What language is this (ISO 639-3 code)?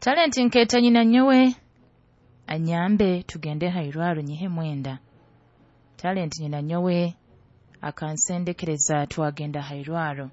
nyo